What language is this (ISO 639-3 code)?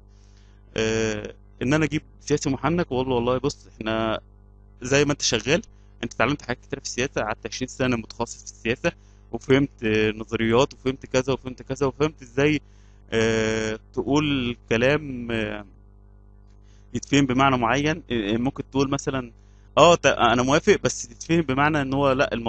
arz